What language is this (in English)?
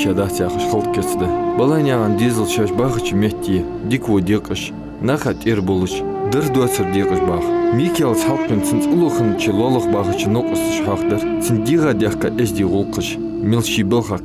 Ingush